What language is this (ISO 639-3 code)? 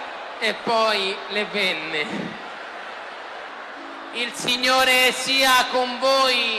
ita